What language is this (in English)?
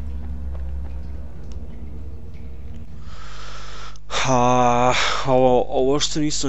Croatian